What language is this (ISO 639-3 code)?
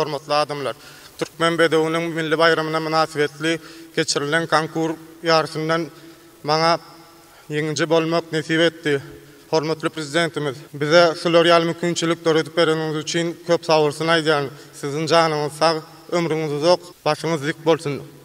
tuk